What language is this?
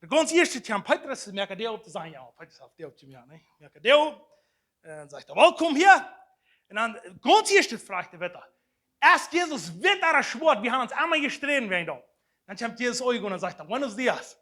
Plautdietsch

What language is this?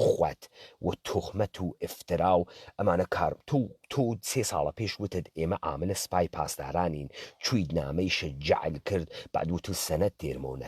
Central Kurdish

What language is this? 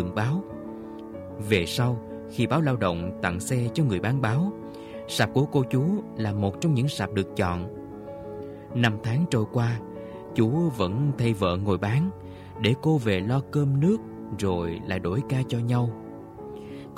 Vietnamese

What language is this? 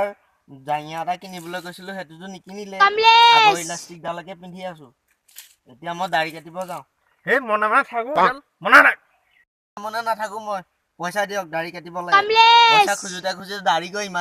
Assamese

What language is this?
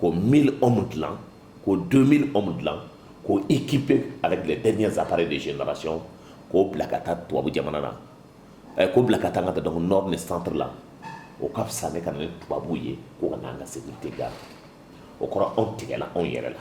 Bambara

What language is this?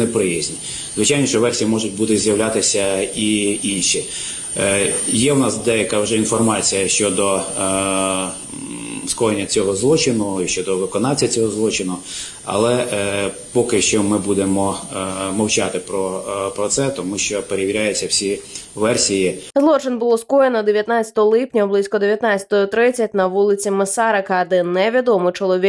Ukrainian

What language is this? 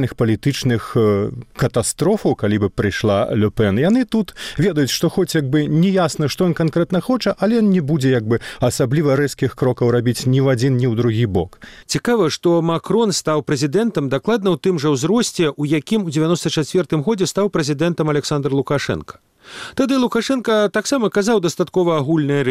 Belarusian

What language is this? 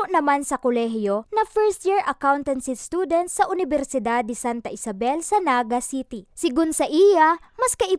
Bikol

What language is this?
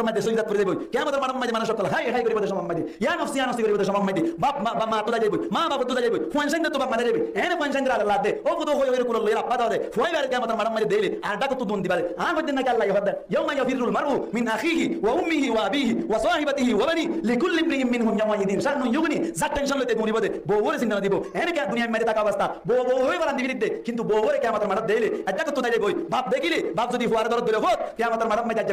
Rohingya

